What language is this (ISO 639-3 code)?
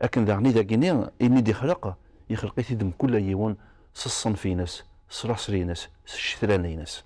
kab